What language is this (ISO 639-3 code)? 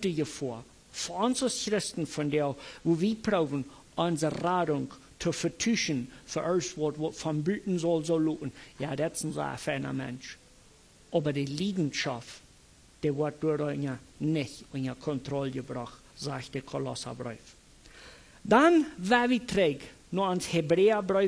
pdt